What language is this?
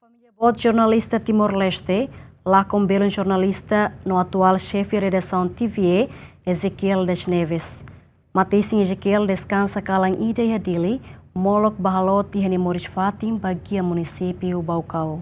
Tetum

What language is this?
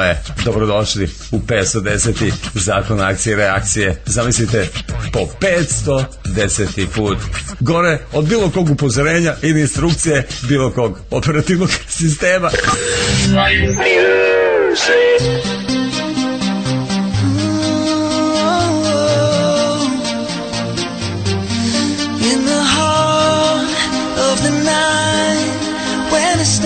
Serbian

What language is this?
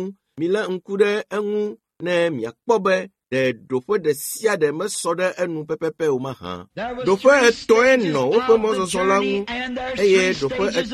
Ewe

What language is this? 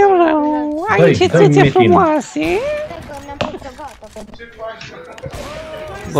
Romanian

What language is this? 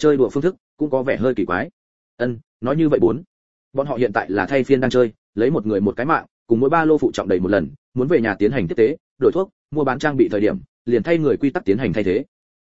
Vietnamese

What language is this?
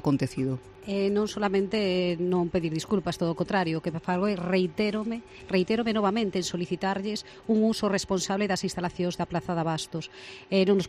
Galician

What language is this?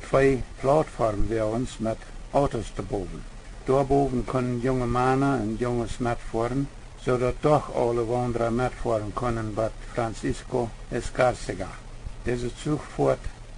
Plautdietsch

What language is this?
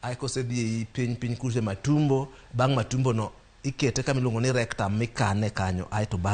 Luo (Kenya and Tanzania)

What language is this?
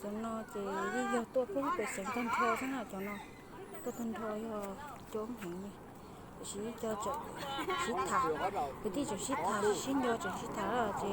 Hmong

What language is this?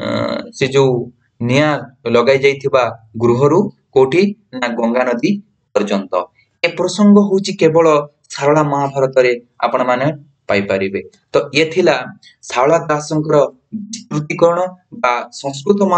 Odia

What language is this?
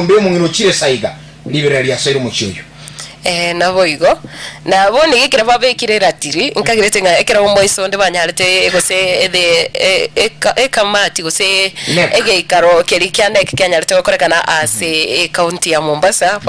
Gusii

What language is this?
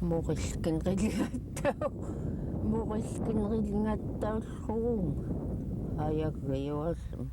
Central Yupik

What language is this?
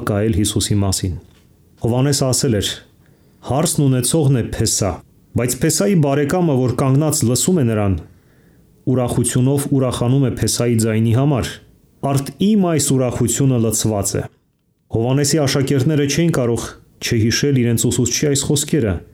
Armenian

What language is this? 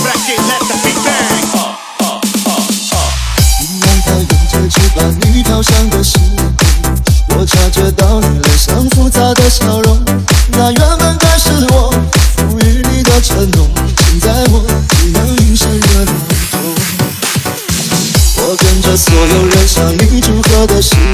Chinese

